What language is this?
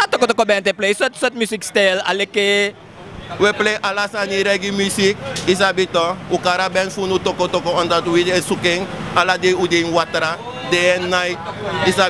Sranan Tongo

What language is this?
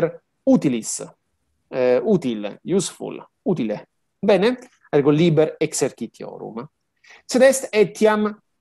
Latin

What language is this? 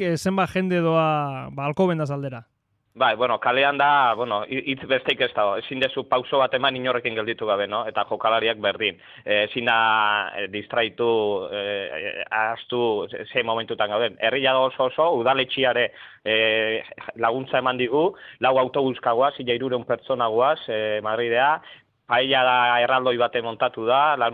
Basque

